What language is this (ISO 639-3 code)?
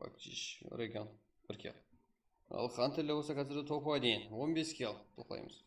kaa